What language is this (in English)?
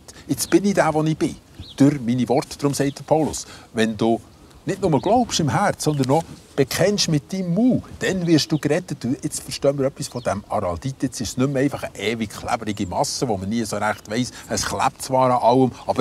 Swiss German